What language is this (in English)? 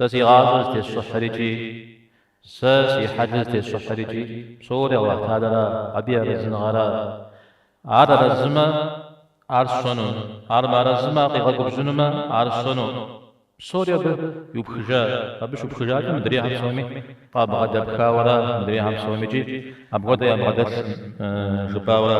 Kabardian